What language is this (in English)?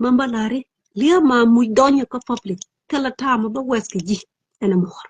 Nuer